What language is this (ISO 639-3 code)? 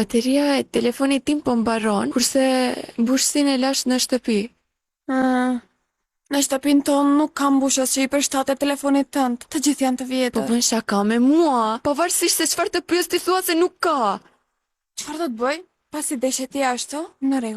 sqi